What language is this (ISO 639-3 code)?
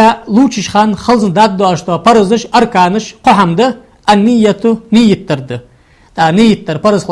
inh